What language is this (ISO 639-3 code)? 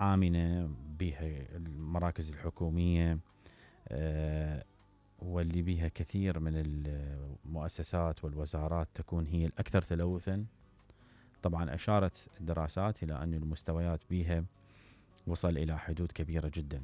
acm